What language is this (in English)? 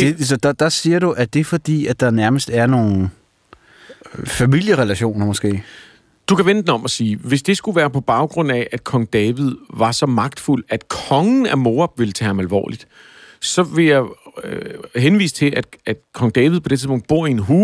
Danish